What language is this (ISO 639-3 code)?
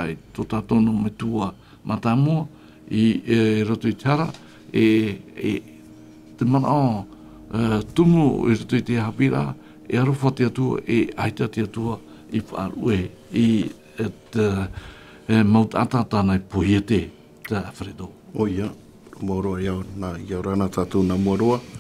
tah